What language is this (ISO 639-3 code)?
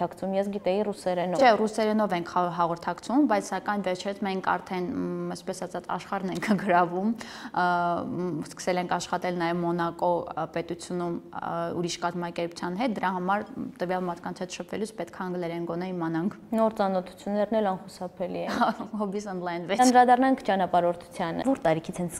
hye